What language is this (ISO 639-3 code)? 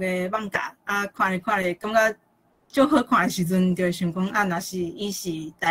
nan